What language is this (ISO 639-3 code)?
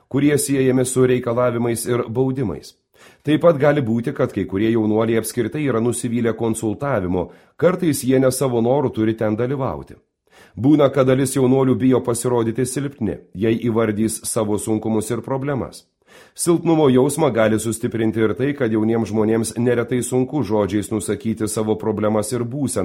lit